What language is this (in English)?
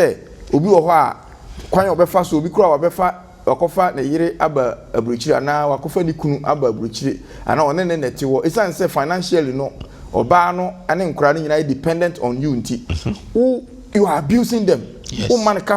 Akan